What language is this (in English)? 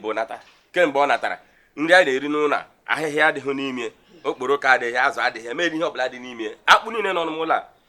Igbo